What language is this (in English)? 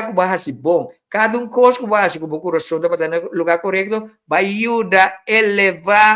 Papiamento